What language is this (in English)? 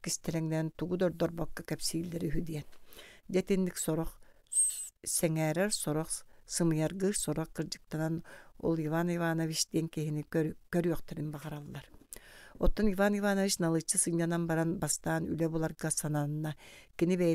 Yakut